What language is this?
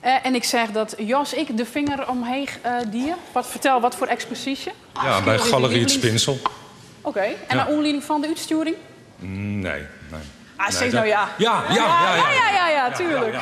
Western Frisian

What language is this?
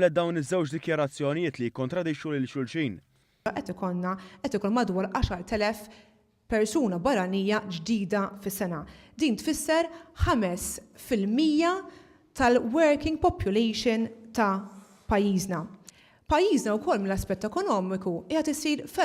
Maltese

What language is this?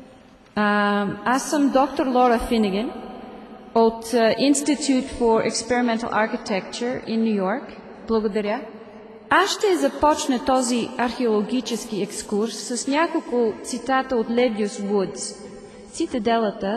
Bulgarian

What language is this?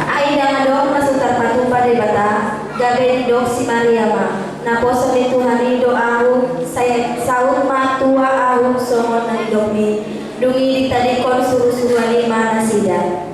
Batak Toba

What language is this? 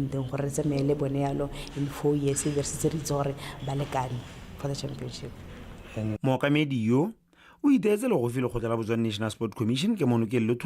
Tswana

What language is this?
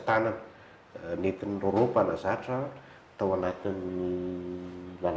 Malagasy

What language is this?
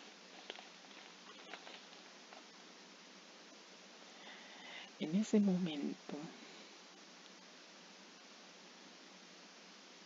Spanish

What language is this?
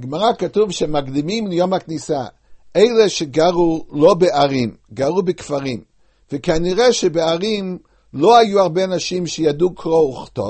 Hebrew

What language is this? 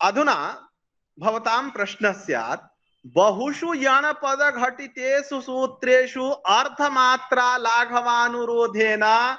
Sanskrit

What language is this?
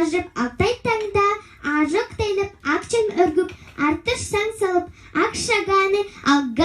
Tuvinian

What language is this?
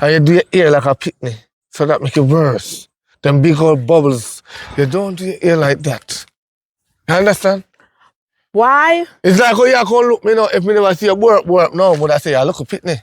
Jamaican Creole English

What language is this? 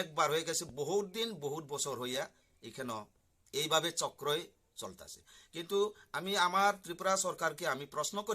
Riang (India)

